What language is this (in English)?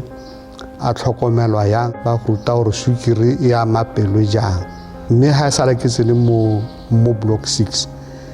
Tswana